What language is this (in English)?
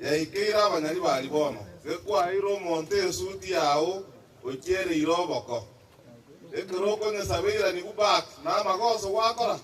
Gusii